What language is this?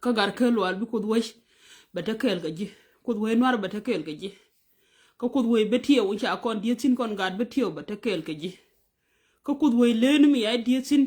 Nuer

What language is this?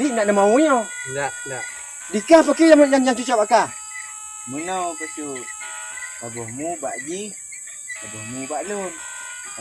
Achinese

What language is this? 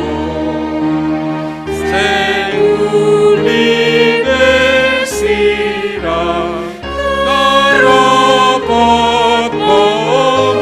Batak Simalungun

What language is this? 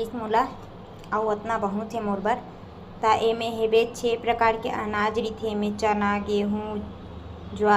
Chhattisgarhi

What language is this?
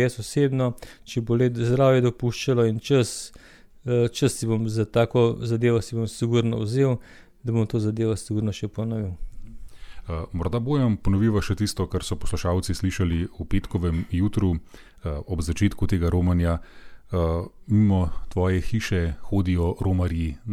Slovenian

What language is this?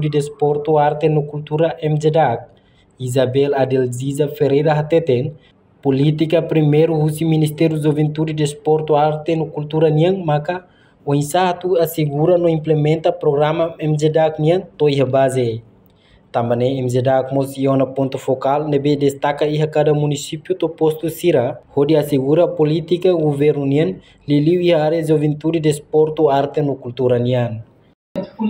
Tetum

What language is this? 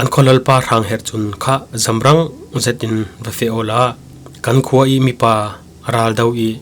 Falam Chin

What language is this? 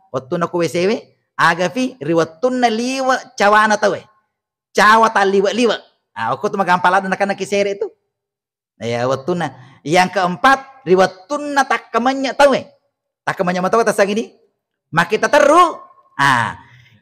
Buginese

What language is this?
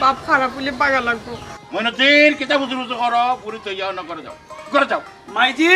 Sylheti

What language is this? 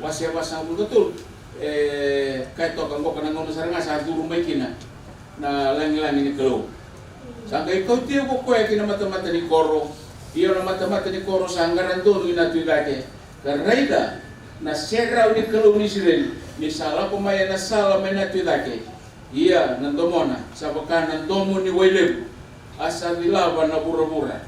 Fijian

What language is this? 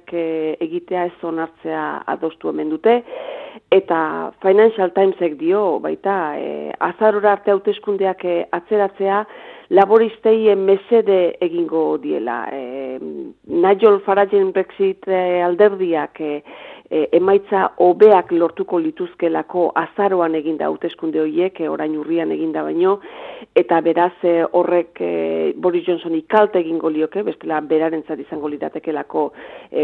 Basque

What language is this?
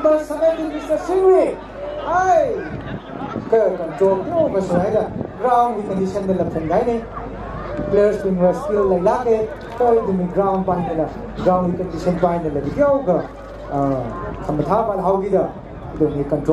Tangkhul Naga (India)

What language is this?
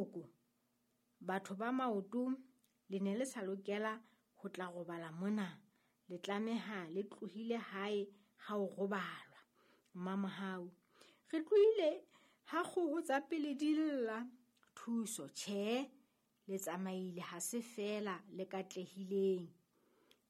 Southern Sotho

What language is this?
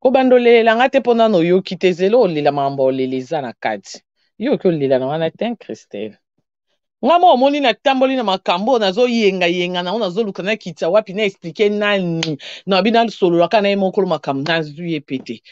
Lingala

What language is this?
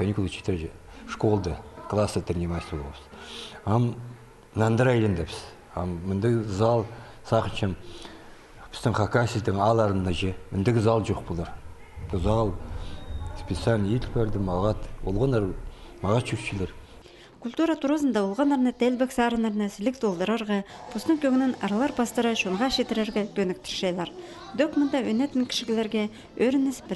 Khakas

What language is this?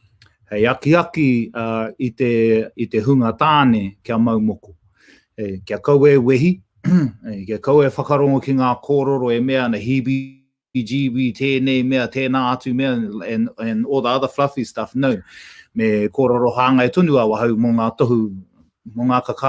Māori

